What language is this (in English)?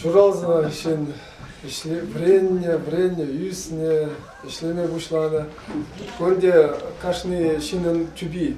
Chuvash